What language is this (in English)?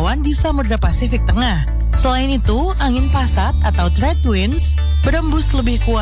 Indonesian